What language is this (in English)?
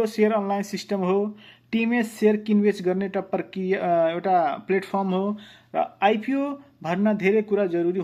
Nepali